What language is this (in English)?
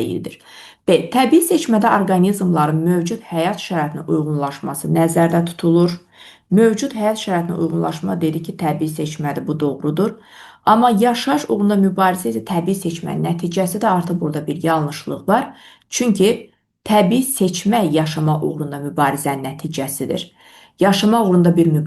Azerbaijani